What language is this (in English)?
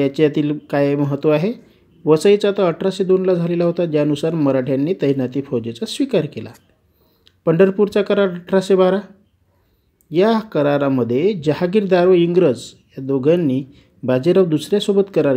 Marathi